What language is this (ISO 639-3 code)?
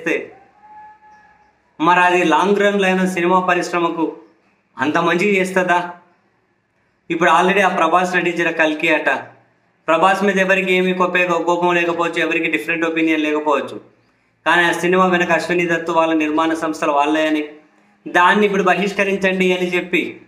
tel